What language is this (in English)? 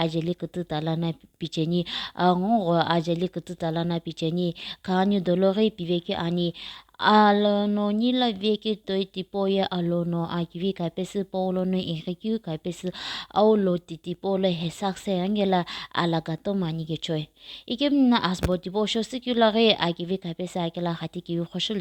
Sumi Naga